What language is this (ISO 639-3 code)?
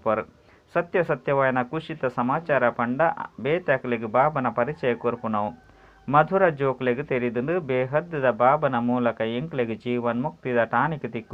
tcy